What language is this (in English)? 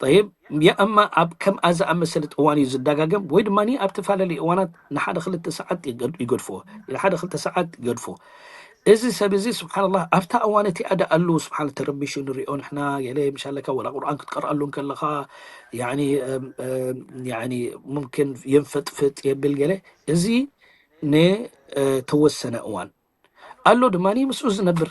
Tigrinya